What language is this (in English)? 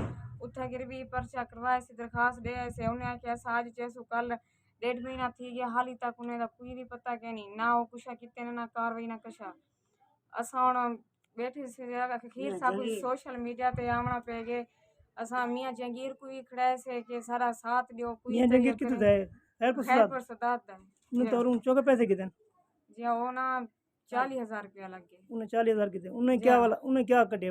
Saraiki